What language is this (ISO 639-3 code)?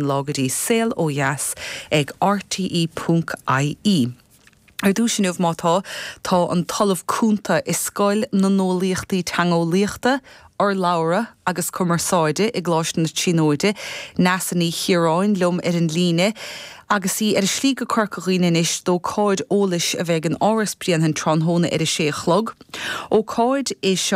gle